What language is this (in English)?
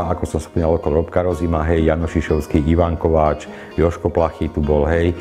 Slovak